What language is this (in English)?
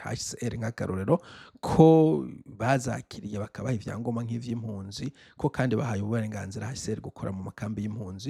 Rundi